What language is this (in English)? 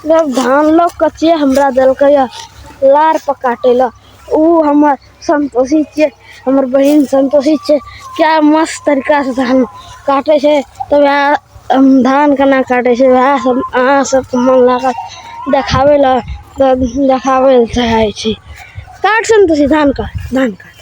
Maithili